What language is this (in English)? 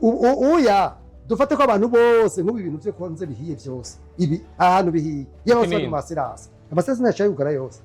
Rundi